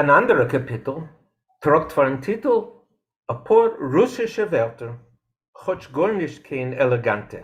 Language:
Yiddish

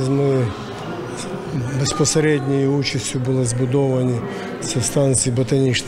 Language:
Ukrainian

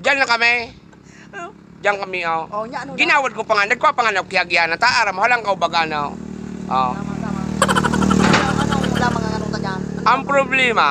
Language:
Bikol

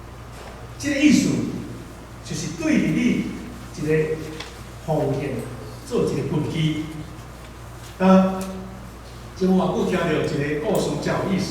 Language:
Min Nan Chinese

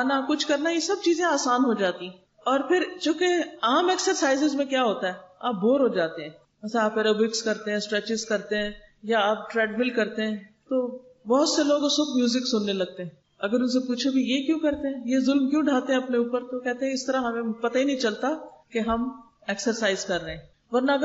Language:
Urdu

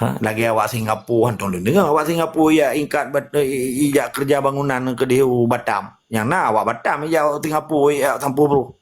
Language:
Achinese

